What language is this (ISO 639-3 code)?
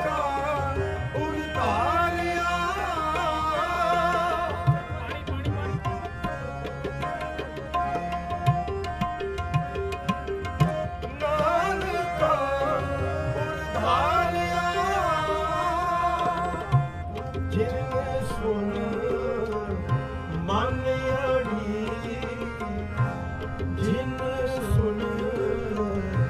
pan